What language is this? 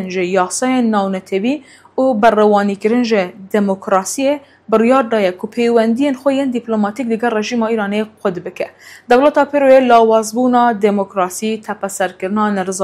Kurdish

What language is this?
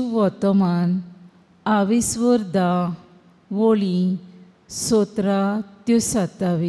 Konkani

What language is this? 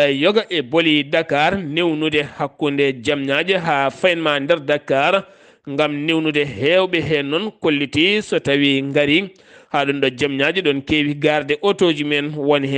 Fula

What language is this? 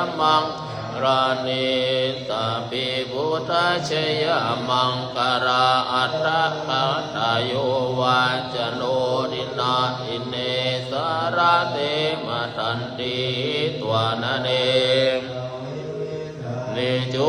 Pali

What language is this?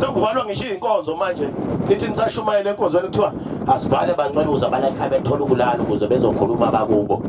Zulu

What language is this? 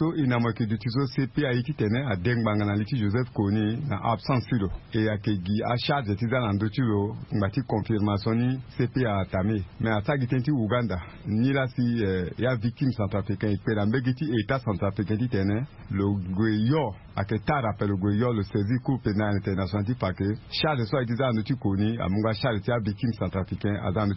Sango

